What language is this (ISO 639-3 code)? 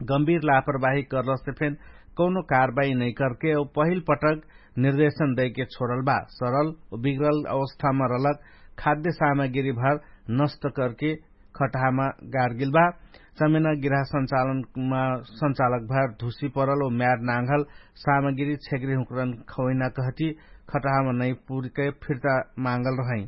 thl